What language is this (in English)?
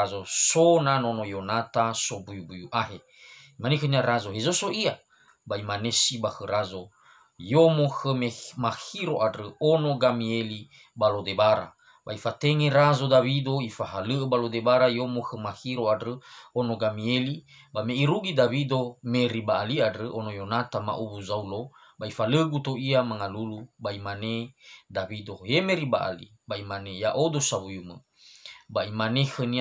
Nias